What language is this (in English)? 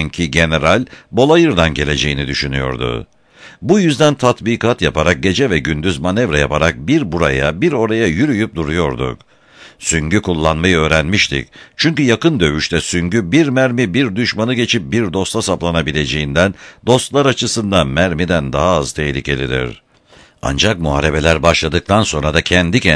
Turkish